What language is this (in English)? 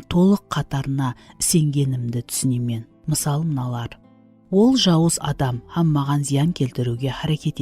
Kara-Kalpak